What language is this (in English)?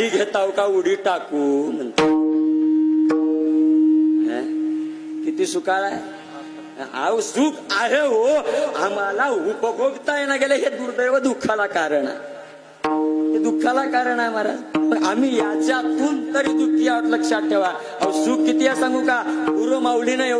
Marathi